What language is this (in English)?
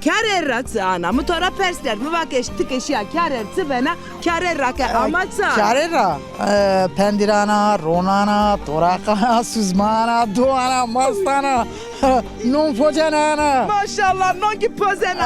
Zaza